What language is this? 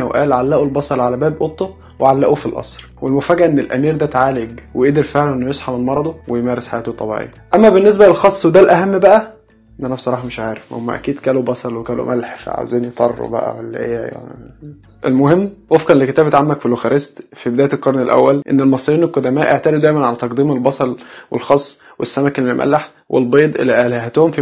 Egyptian Arabic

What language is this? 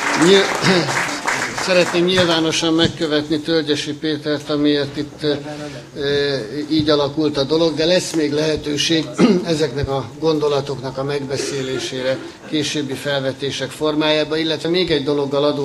Hungarian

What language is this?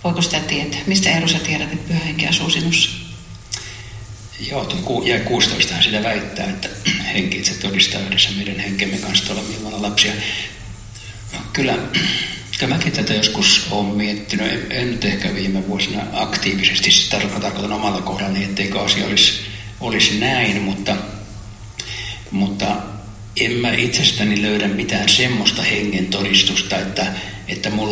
Finnish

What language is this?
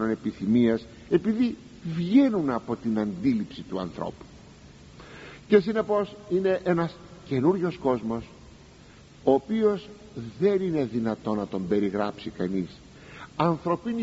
Greek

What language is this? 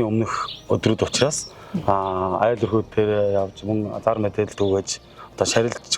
Mongolian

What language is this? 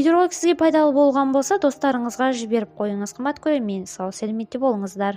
Kazakh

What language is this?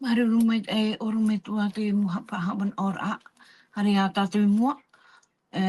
Tahitian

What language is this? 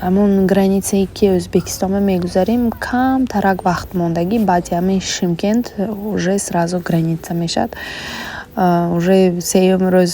Tajik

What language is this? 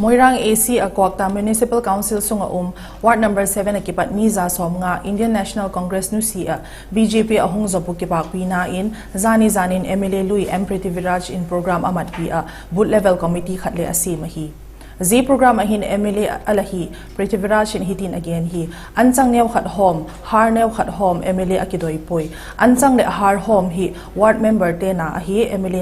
Vaiphei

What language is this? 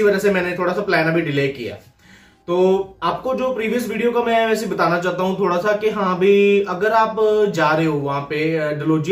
Hindi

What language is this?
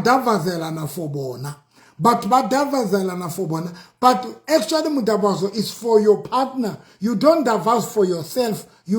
Southern Sotho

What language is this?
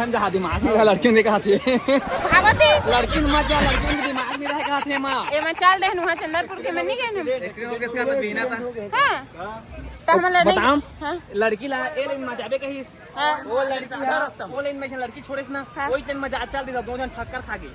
Chhattisgarhi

